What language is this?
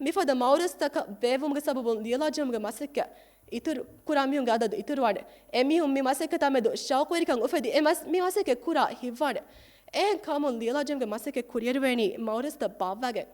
Divehi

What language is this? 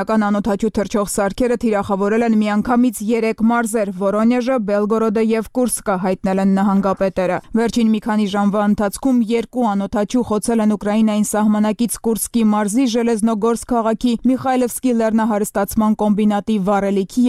Armenian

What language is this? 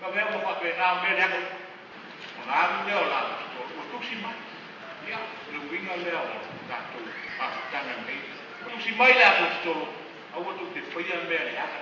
Samoan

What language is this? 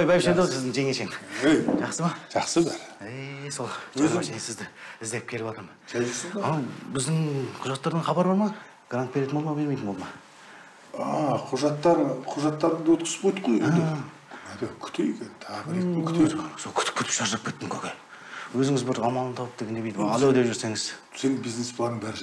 Kazakh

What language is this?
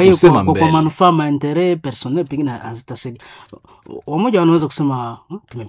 Swahili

